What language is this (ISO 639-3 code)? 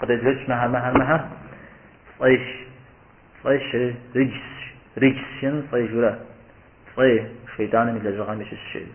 kbd